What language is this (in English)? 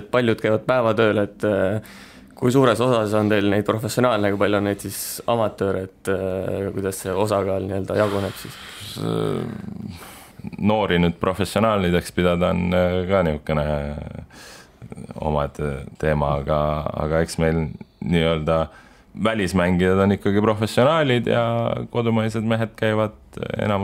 Estonian